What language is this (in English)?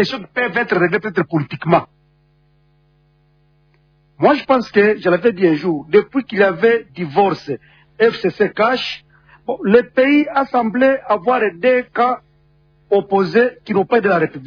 French